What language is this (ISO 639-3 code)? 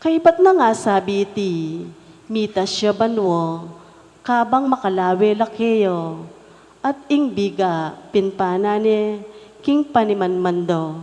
pam